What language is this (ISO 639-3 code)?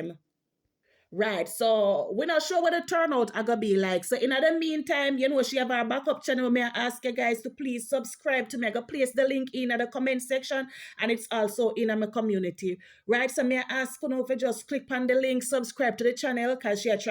jam